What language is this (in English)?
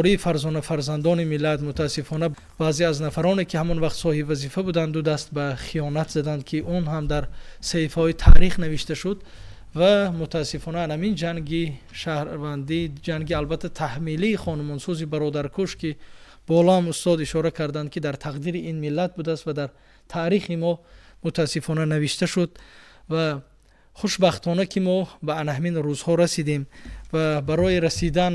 Tajik